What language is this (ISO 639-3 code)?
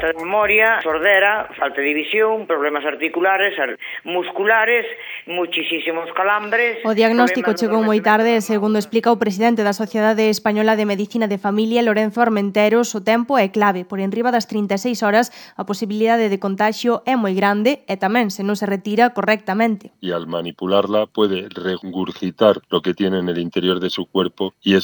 glg